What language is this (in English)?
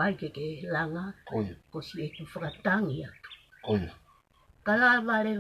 Tongan